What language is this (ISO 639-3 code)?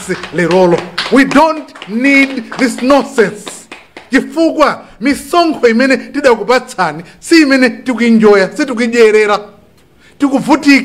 nya